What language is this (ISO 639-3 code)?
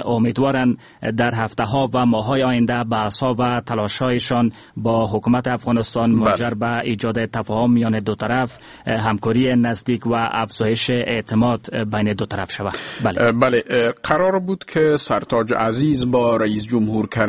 fas